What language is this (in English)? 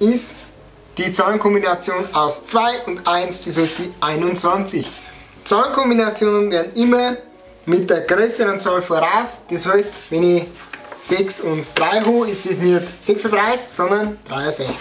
Bavarian